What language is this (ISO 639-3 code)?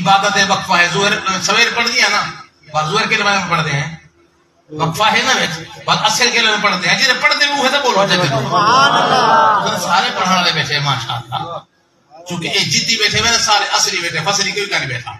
skr